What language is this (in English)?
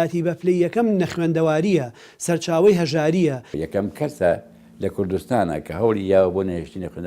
Central Kurdish